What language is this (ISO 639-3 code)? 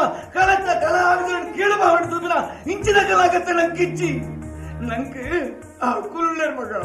kan